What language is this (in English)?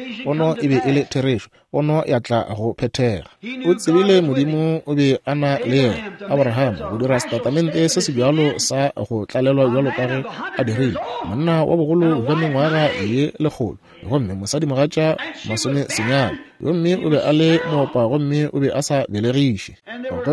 Northern Sotho